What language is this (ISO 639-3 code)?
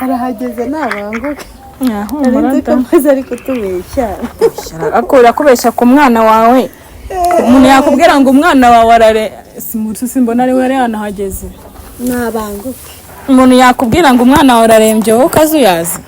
kin